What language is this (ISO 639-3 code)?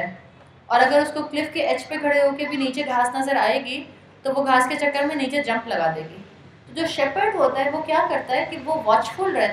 urd